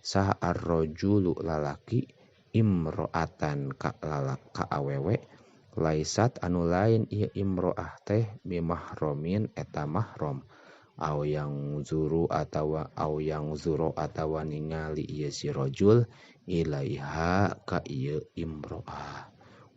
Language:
Sundanese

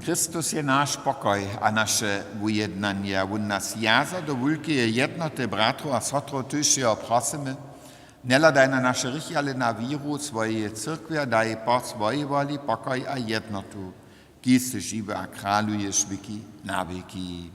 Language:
Upper Sorbian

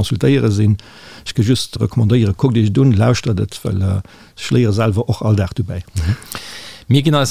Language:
Luxembourgish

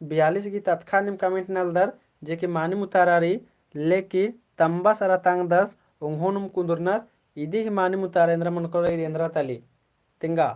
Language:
Kurukh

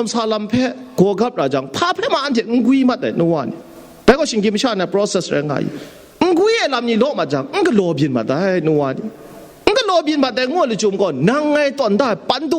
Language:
Kachin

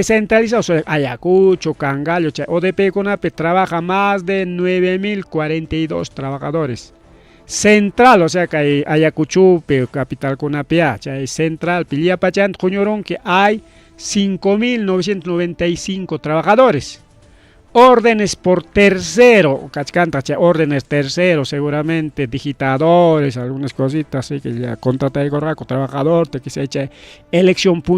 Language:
Ayacucho Quechua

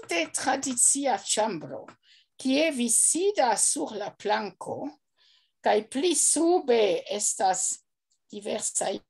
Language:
Esperanto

